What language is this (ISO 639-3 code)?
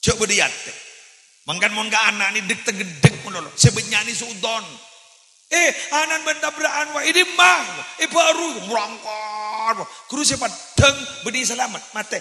mad